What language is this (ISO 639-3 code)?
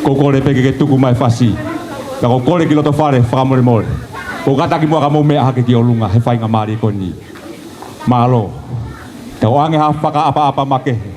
ton